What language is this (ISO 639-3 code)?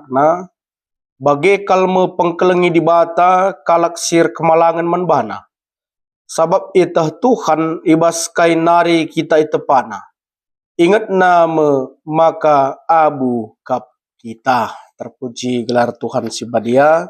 btx